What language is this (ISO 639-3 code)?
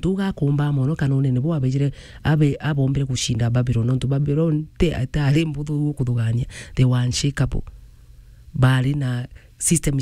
mer